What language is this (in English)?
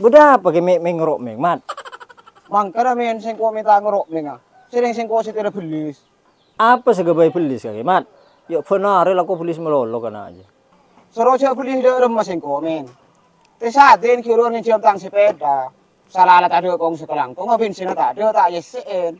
Madurese